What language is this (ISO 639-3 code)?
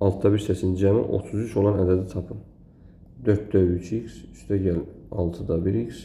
aze